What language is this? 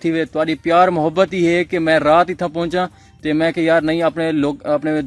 Saraiki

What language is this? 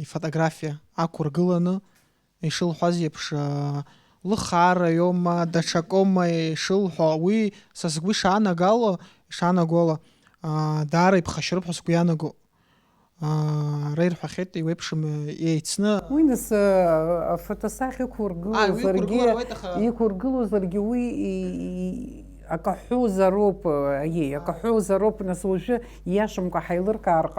Abkhazian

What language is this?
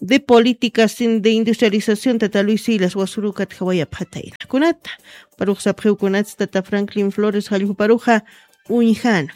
Aymara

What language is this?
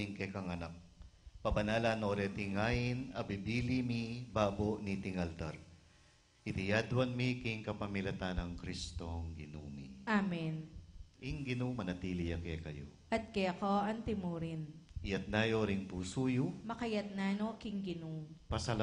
Pampanga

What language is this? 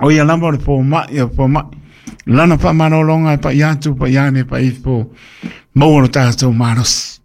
Samoan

